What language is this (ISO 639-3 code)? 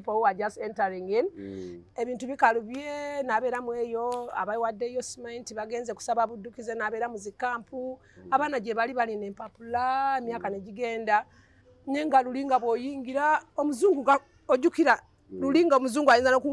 lug